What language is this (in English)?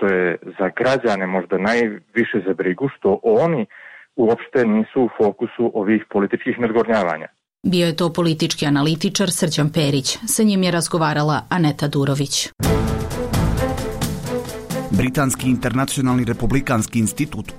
Serbian